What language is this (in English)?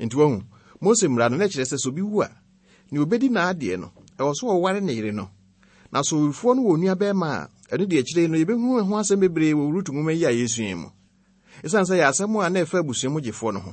Akan